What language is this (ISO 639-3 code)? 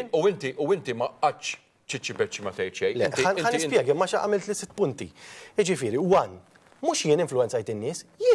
mlt